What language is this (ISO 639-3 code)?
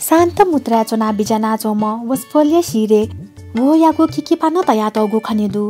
new